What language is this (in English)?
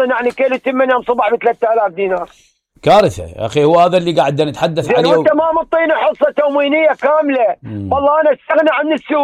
Mesopotamian Arabic